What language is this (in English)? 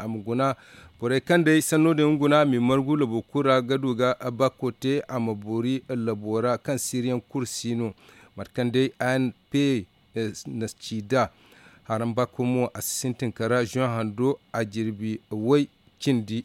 Zarma